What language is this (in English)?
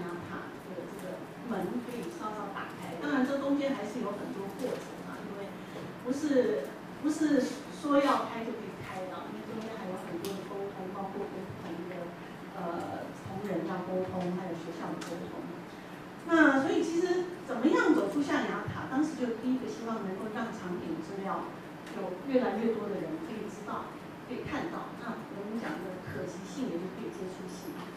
Chinese